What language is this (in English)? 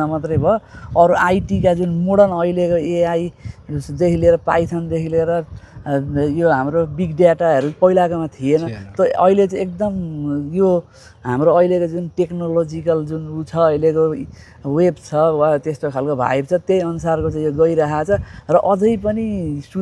Nepali